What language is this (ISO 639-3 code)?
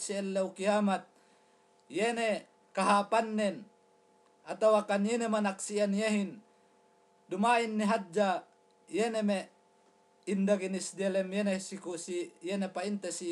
yka